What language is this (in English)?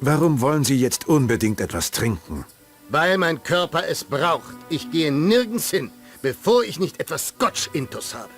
Bavarian